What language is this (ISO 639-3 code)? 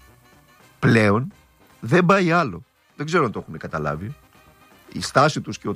ell